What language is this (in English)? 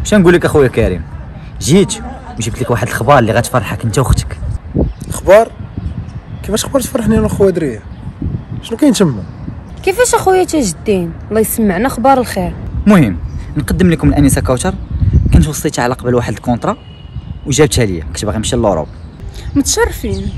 Moroccan Arabic